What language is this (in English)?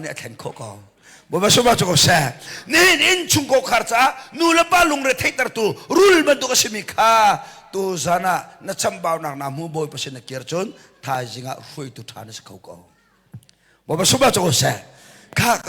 Hakha Chin